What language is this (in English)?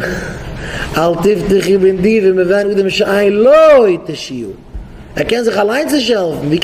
Yiddish